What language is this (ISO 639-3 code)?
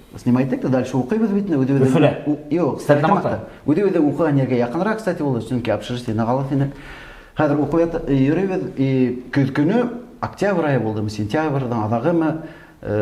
bak